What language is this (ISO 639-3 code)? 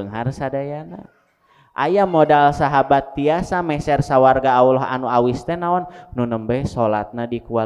sun